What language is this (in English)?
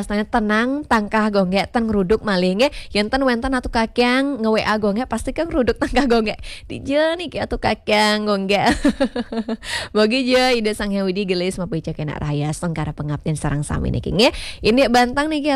Balinese